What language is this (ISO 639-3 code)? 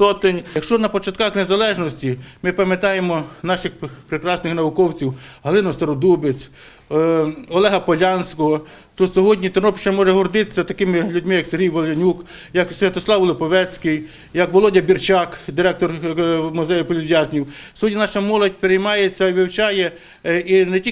ukr